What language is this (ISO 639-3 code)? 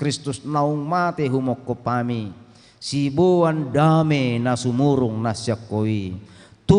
bbc